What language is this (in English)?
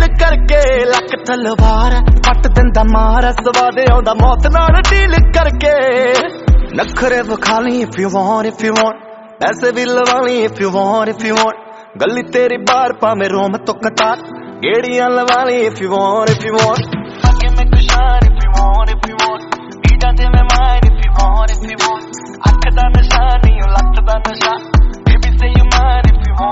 Punjabi